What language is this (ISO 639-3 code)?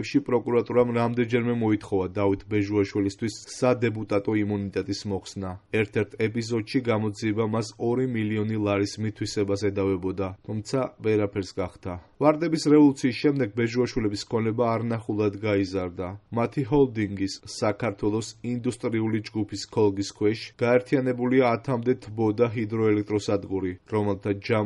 kat